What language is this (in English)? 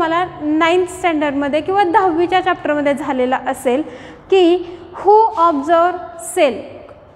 Marathi